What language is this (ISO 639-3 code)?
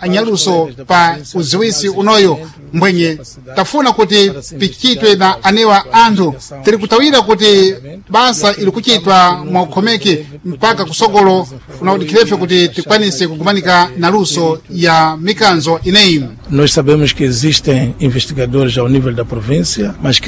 seh